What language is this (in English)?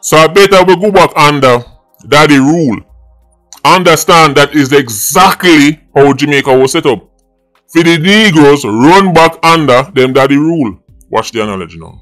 Jamaican Creole English